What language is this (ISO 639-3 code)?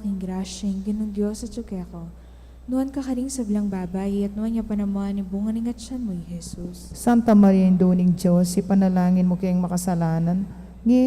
pam